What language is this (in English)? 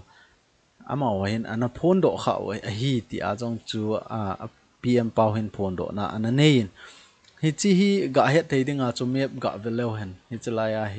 Thado Chin